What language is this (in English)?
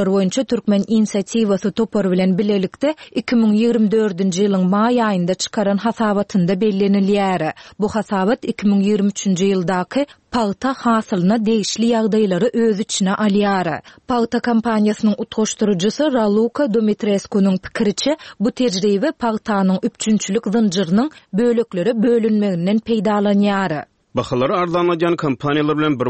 Turkmen